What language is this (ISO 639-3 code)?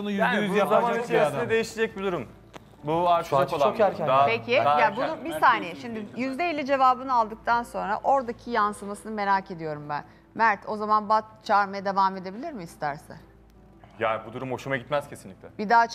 tur